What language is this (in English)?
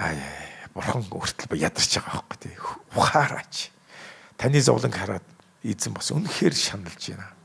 Mongolian